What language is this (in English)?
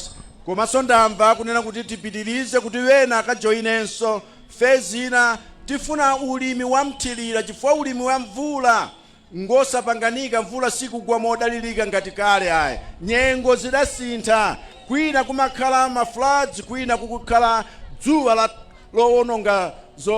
Nyanja